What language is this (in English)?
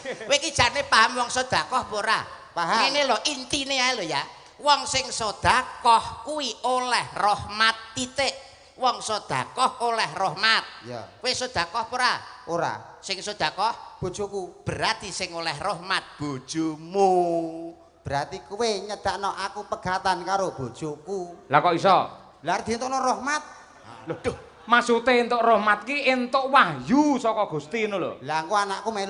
Javanese